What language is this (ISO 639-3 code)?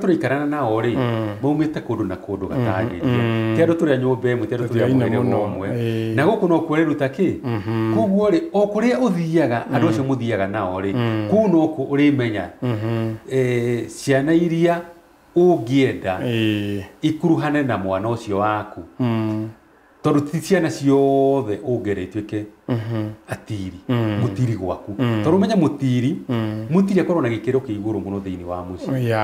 kik